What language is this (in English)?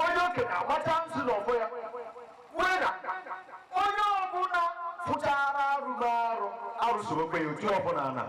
Igbo